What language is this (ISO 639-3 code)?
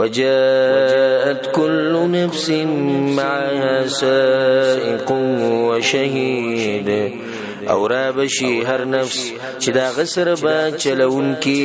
pus